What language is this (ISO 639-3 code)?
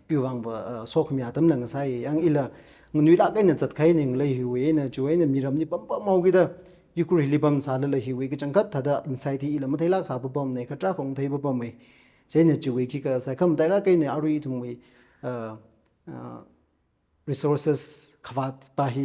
nmf